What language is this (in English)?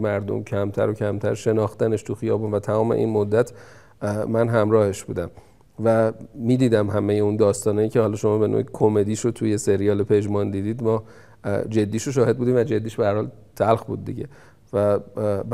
Persian